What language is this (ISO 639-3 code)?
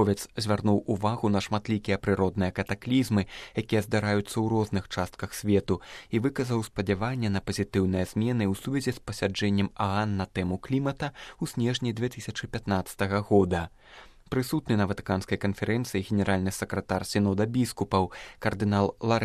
bel